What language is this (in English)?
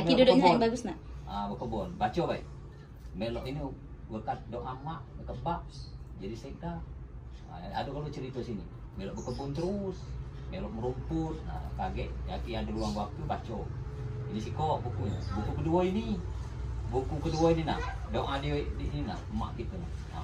Musi